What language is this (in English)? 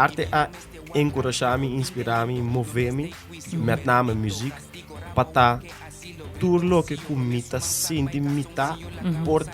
Papiamento